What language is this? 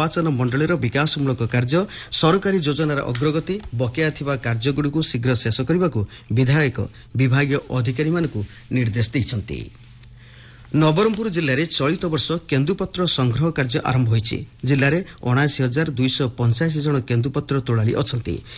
Odia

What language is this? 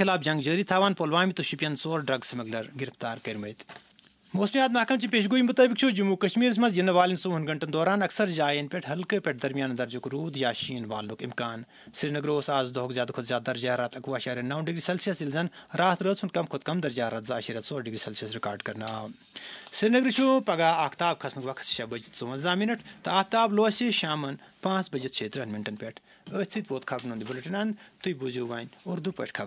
Kashmiri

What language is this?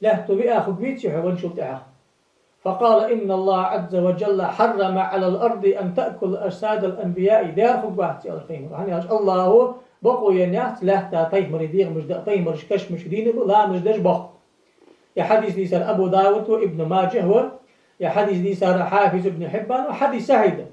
Ingush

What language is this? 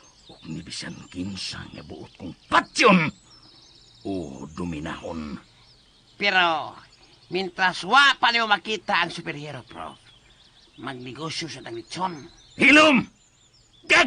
Cebuano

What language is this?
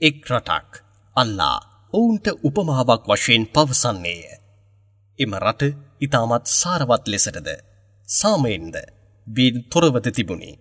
Sinhala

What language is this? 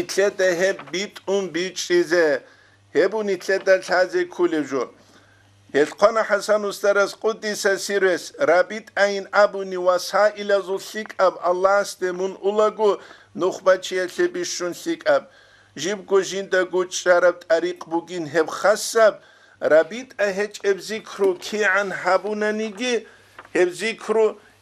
Avaric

